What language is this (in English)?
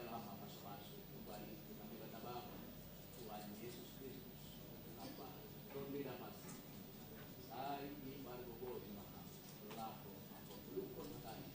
Batak Simalungun